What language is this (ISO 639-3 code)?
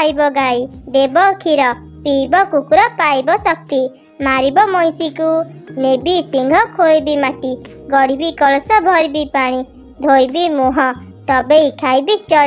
ori